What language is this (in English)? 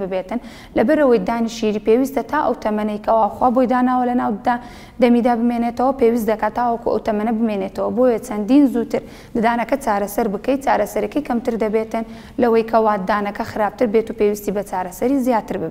Central Kurdish